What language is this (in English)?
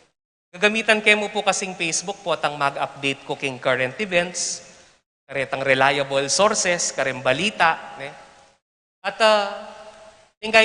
Pampanga